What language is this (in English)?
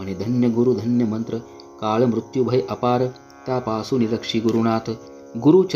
Marathi